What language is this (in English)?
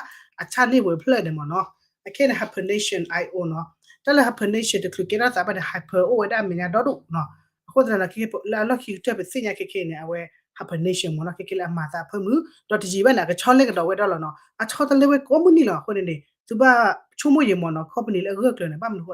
S'gaw Karen